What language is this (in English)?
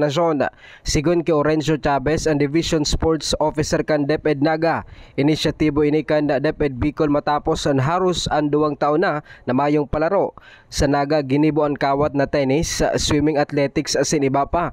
Bikol